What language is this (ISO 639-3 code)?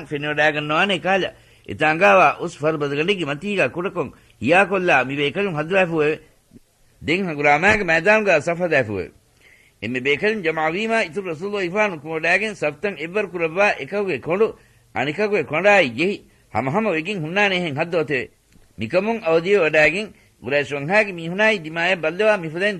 div